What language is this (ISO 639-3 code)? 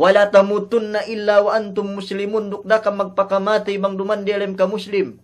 yka